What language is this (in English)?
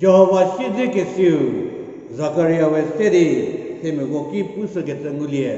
Angami Naga